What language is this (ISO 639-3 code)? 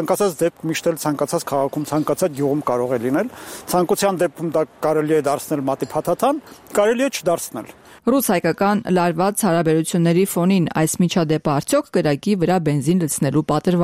hye